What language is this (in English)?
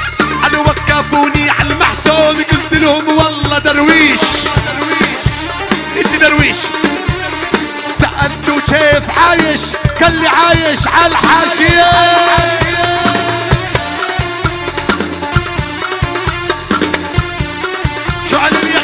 South Levantine Arabic